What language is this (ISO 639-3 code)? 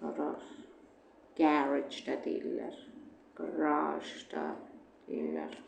aze